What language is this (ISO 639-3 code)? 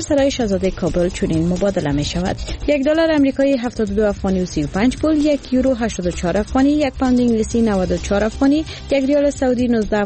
fas